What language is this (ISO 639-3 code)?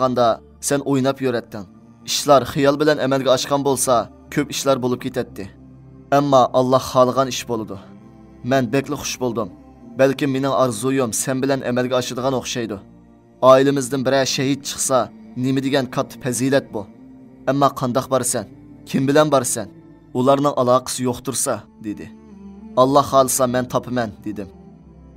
uig